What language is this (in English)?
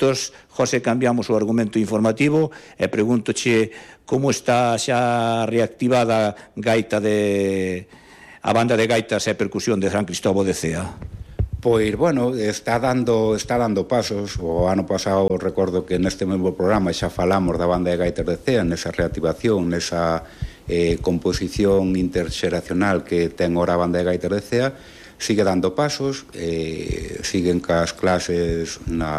Galician